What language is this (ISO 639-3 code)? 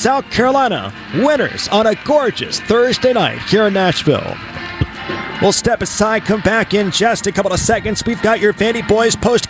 eng